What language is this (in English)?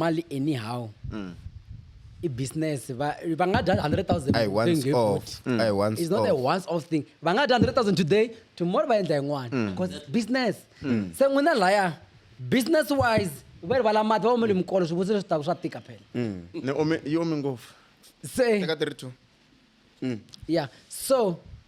Tsonga